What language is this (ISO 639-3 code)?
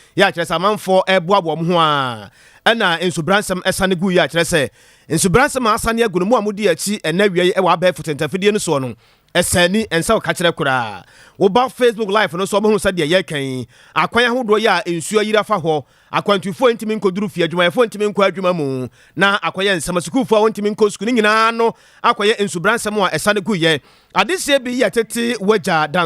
aka